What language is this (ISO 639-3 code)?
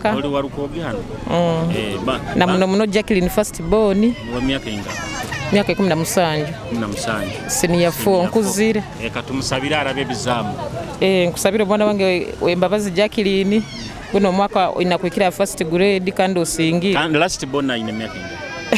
nyo